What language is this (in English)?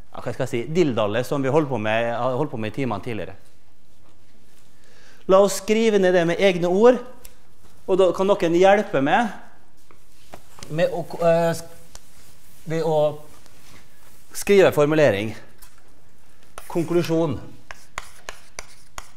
Norwegian